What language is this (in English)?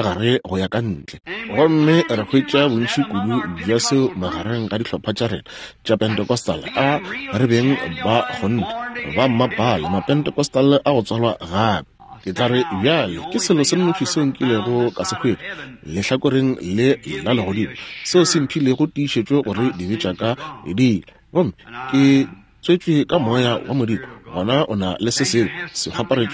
Northern Sotho